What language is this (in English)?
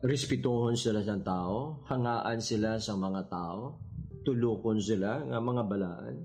Hiligaynon